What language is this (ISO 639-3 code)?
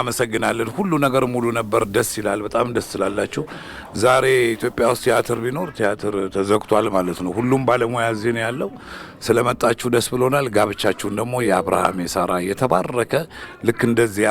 amh